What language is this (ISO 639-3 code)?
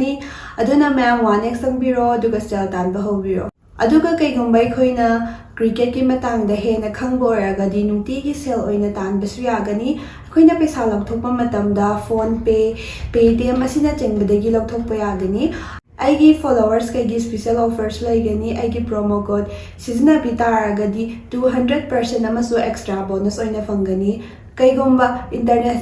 mni